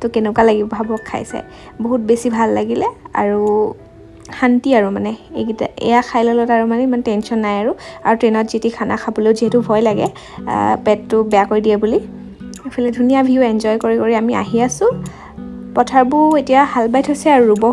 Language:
Assamese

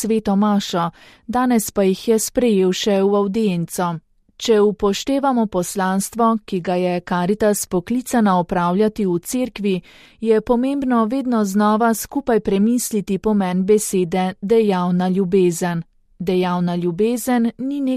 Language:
Slovenian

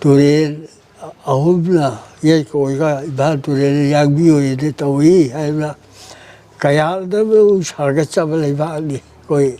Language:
Manipuri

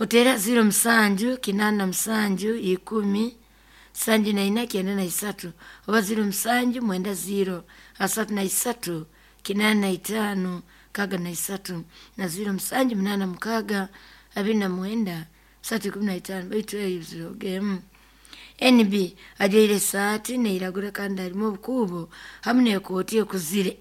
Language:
Nyoro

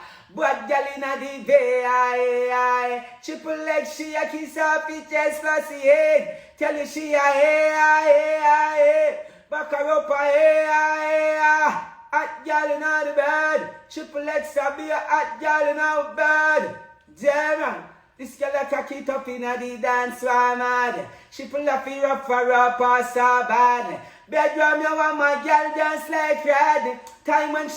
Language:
Jamaican Creole English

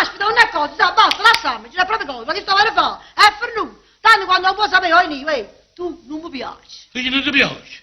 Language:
Neapolitan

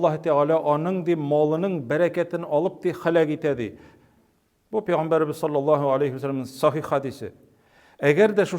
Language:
Tatar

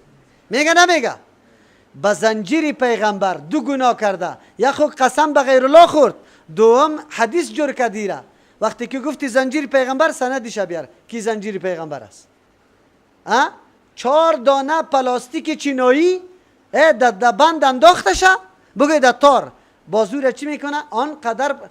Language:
Persian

